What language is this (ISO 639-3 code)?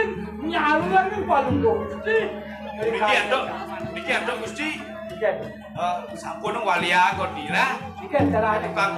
ban